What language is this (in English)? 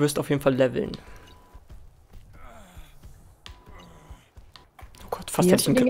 German